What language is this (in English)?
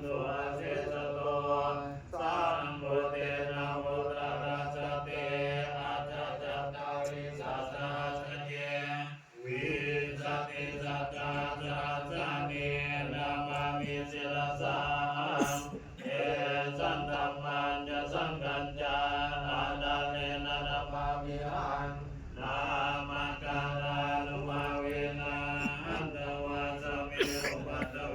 Pali